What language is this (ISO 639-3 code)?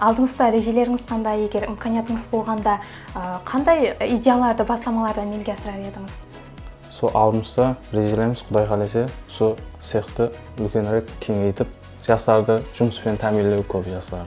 kaa